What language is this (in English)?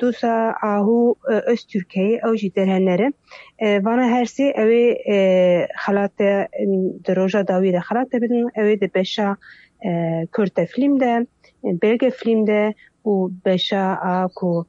Kurdish